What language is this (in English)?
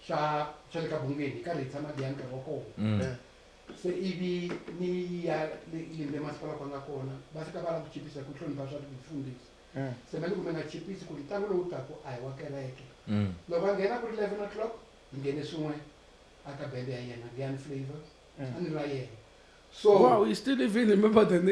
Tsonga